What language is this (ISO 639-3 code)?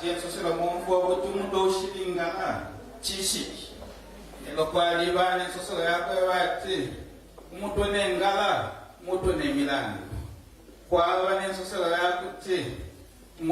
bem